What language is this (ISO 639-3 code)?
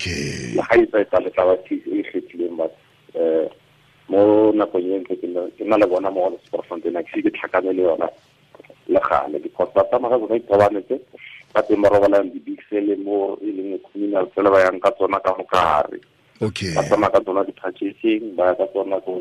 tsn